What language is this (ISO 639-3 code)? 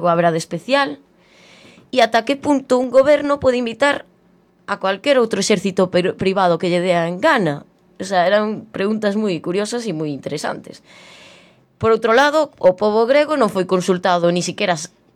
glg